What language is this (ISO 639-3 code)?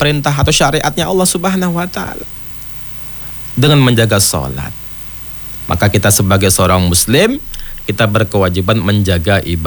ind